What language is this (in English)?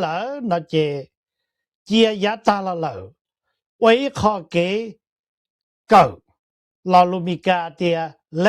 Hmong